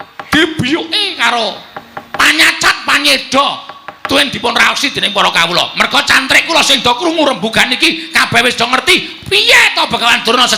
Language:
Javanese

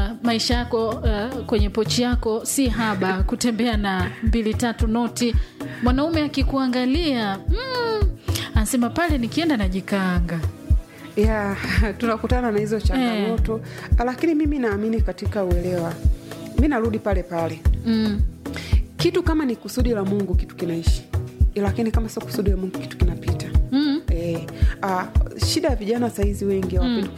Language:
Swahili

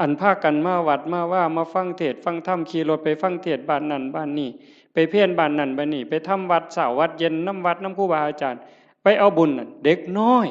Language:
Northeastern Thai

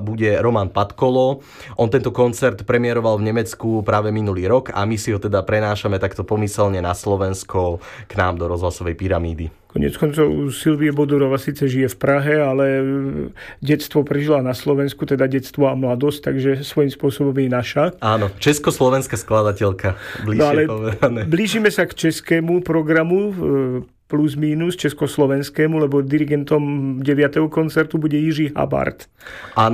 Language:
Slovak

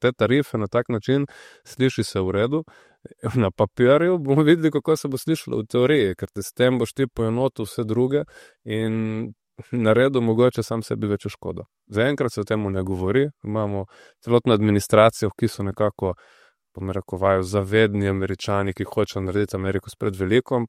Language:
Slovenian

